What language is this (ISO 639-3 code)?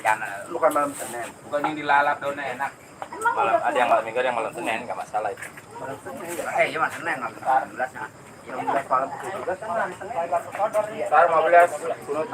bew